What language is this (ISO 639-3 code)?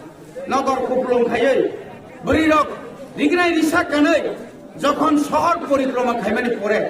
trp